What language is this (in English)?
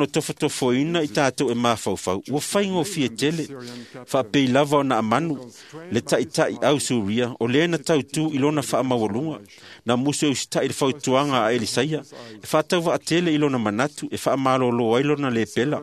Samoan